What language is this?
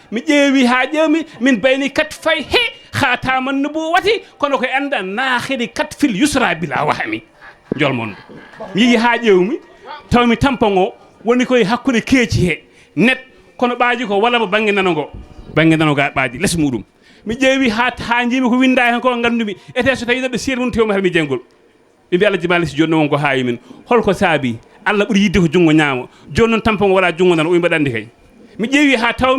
Fula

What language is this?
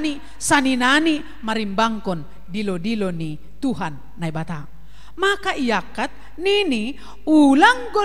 Batak Simalungun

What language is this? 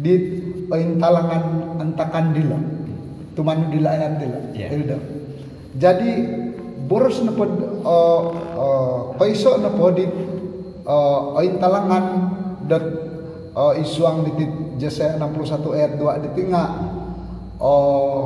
Central Dusun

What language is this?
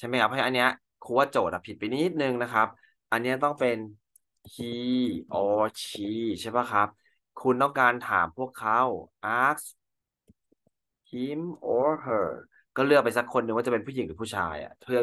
Thai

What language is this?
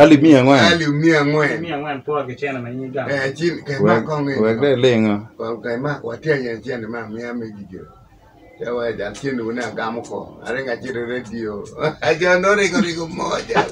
Acoli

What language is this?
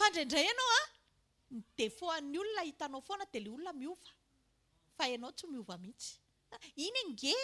Malagasy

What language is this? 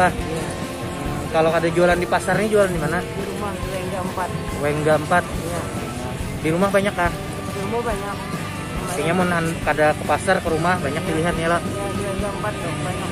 Banjar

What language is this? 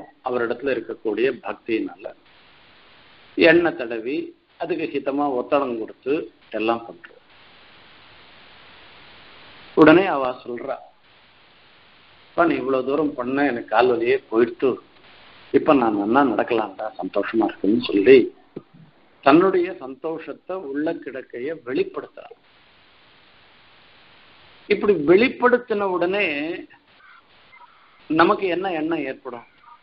Tamil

